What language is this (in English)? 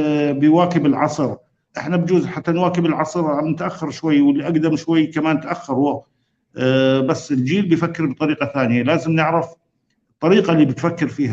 North Levantine Arabic